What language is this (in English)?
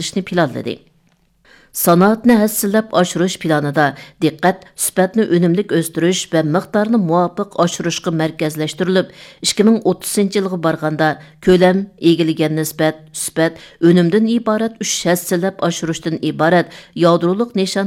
Uyghur